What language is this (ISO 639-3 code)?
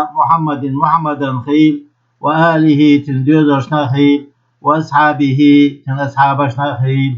che